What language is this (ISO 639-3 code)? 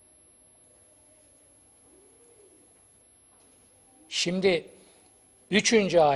tur